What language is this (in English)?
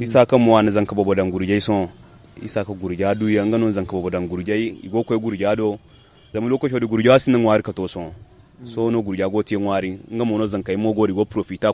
Zarma